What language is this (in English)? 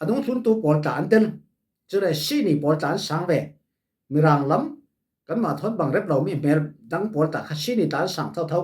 Falam Chin